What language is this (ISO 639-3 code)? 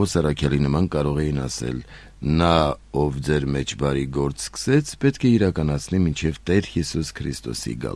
hye